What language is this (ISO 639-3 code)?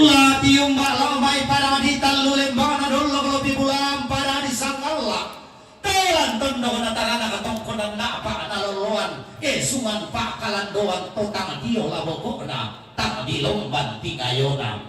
sda